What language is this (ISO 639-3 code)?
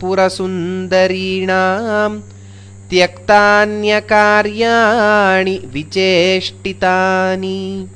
san